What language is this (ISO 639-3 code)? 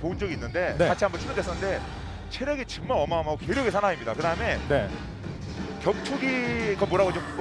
kor